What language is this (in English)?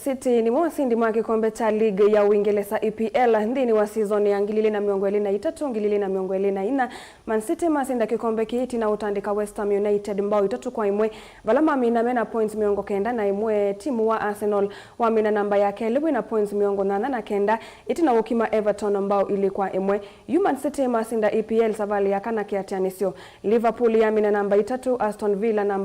Kamba